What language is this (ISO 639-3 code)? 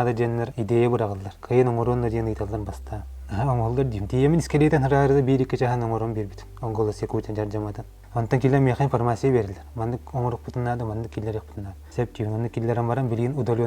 sah